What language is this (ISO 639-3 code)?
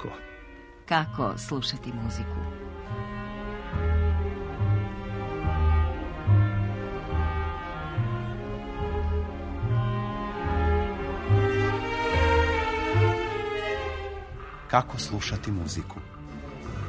srp